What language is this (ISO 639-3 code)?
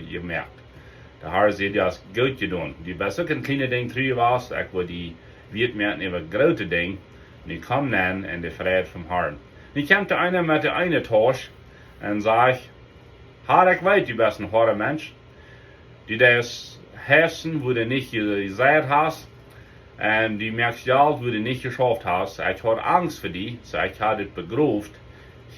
pdt